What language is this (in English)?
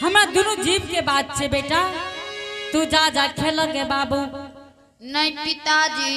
Angika